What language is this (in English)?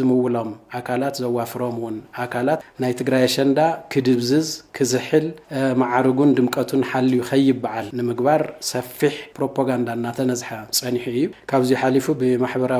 Tigrinya